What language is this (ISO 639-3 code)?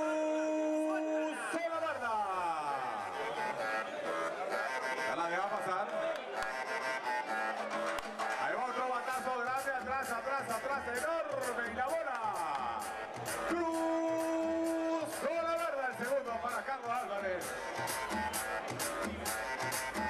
spa